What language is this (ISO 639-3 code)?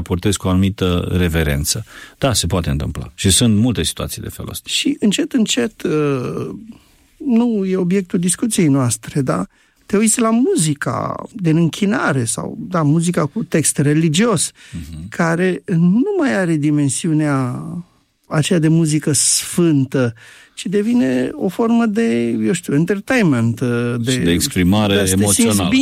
ron